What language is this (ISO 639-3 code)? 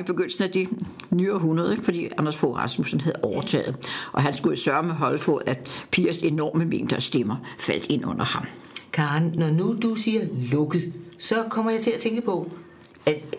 dan